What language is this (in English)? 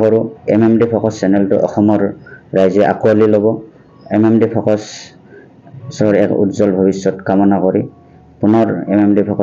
Assamese